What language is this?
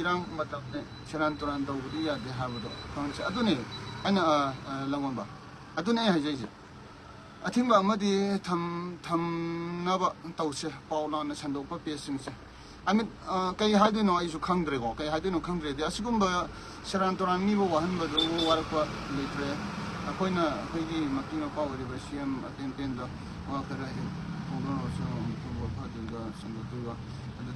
Manipuri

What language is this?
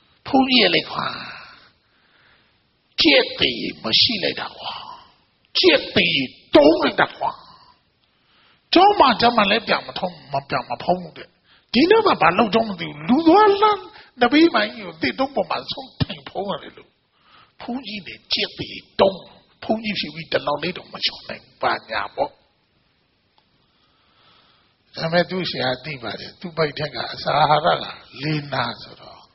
Burmese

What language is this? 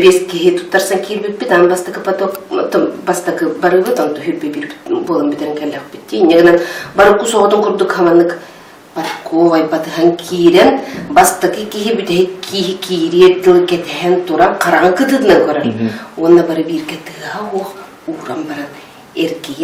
Yakut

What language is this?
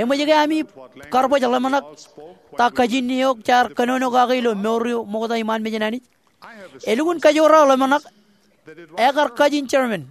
Marshallese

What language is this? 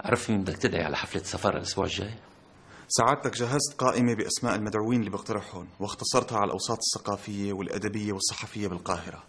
North Levantine Arabic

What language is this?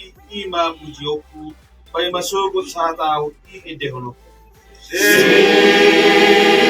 Batak Toba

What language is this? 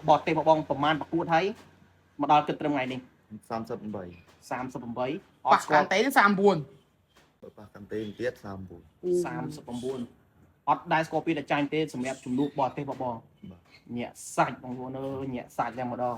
Khmer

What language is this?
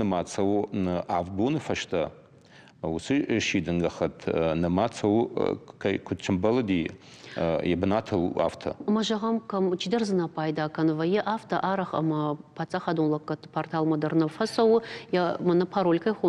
Ossetic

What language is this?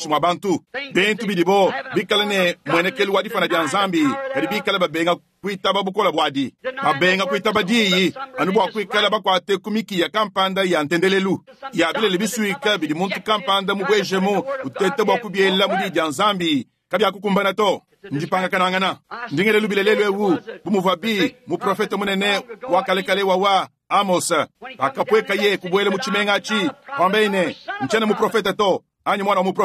Luba-Lulua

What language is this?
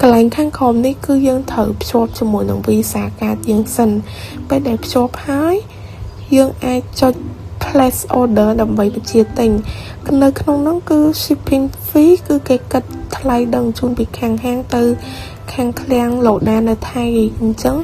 Khmer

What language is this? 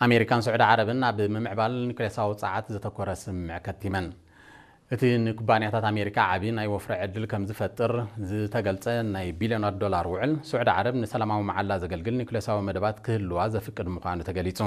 Tigrinya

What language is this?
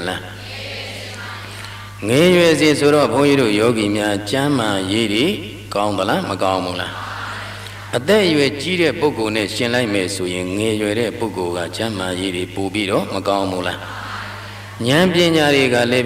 Burmese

